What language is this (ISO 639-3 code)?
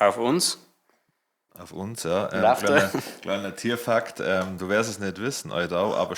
bar